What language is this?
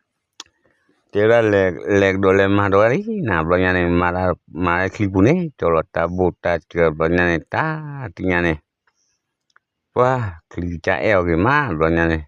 S'gaw Karen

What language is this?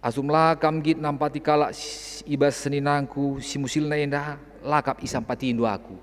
Batak Karo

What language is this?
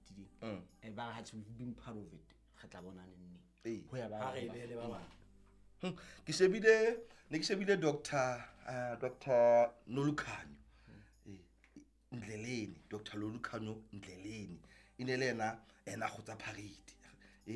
Southern Sotho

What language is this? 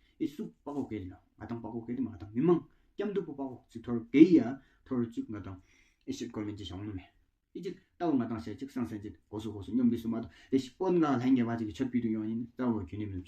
Tawang Monpa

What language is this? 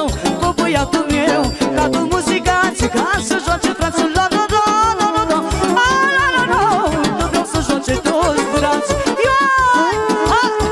Romanian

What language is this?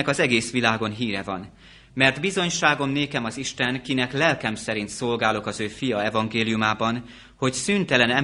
Hungarian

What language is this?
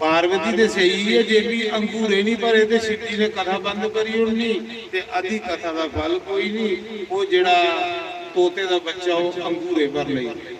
Dogri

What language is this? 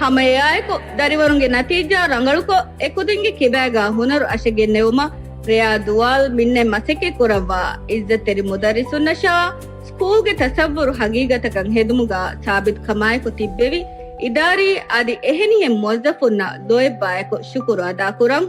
Divehi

